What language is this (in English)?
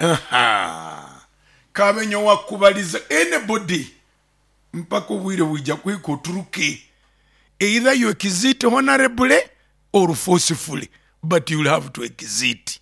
Nyoro